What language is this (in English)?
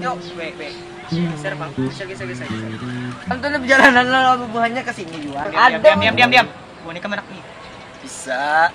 Banjar